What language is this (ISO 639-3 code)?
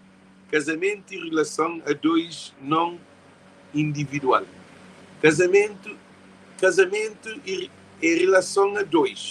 kea